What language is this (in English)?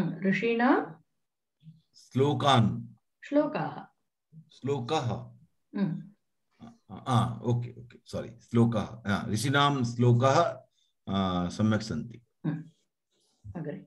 Sanskrit